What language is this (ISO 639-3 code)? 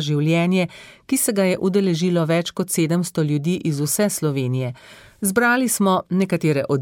slv